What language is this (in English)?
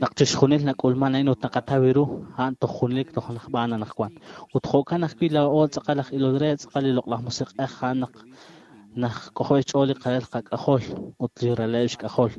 Kekchí